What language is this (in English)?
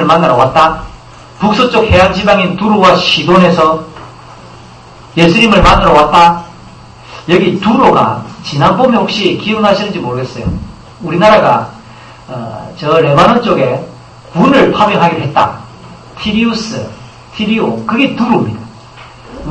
Korean